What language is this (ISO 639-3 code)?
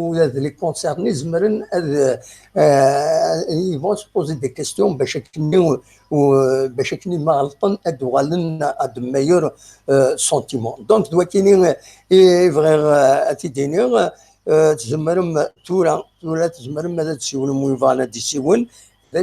kab